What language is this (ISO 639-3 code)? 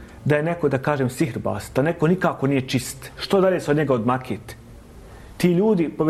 bos